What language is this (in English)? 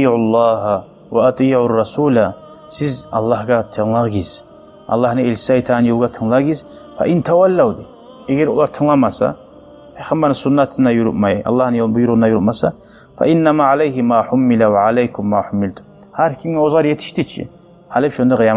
Kumyk